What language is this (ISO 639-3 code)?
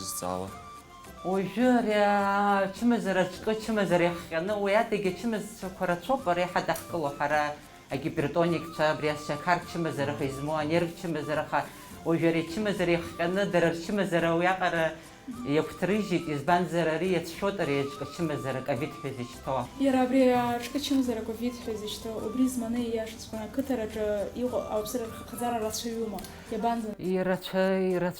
abk